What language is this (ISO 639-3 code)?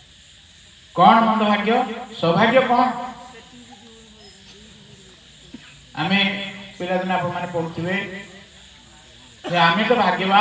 ori